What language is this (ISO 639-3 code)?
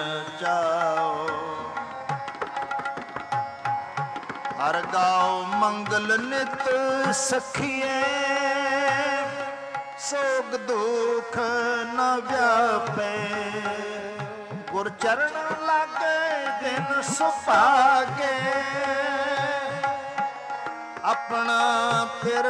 pan